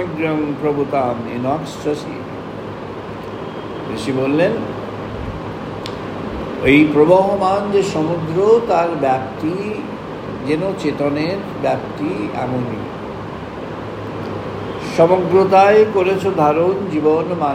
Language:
Bangla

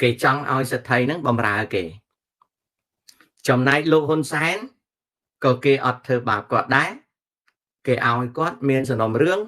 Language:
Khmer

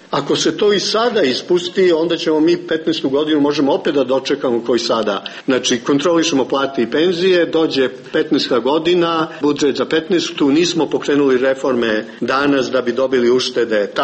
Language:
Serbian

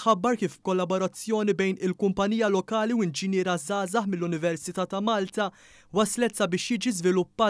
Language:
Maltese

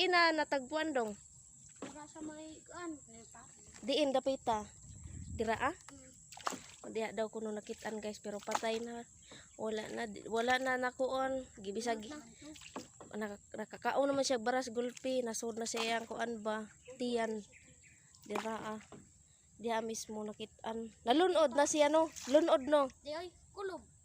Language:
Cebuano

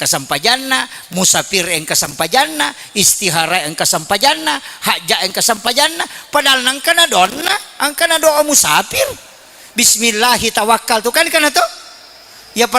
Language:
Buginese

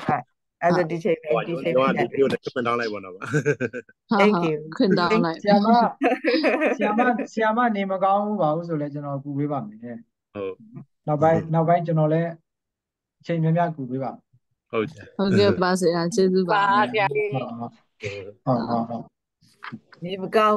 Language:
Burmese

